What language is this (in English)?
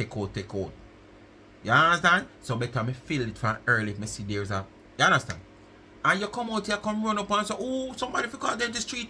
Jamaican Creole English